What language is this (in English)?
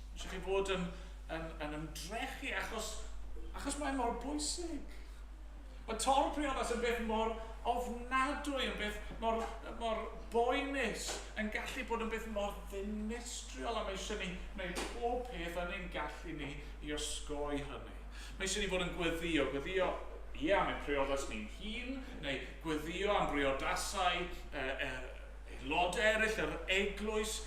Welsh